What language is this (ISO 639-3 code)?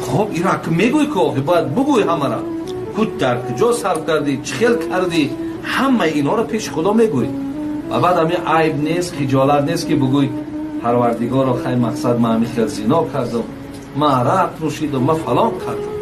tgk